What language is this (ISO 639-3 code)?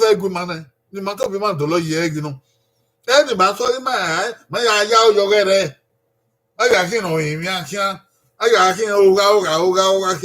bin